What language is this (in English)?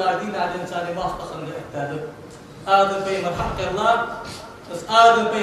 Ingush